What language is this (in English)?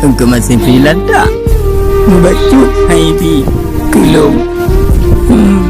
Achinese